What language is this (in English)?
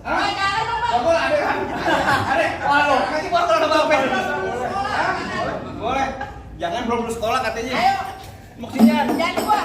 Betawi